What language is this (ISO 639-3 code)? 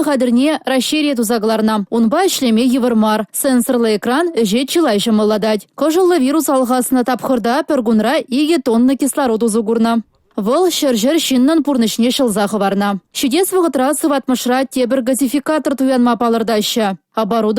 chv